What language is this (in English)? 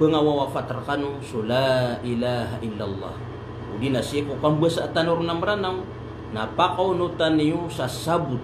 Maranao